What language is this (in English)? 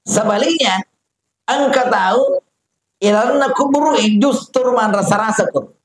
Buginese